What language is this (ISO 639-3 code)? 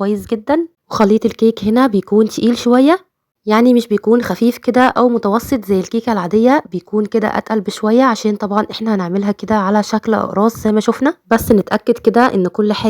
arz